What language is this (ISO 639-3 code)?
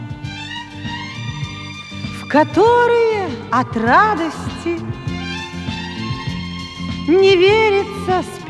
rus